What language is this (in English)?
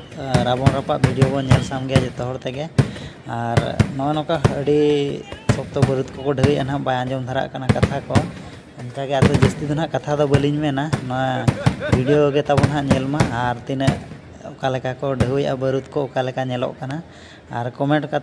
Santali